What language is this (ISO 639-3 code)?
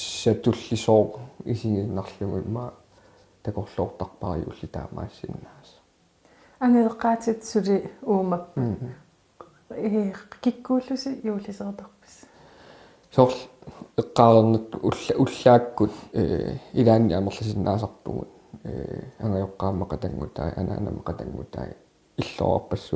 kal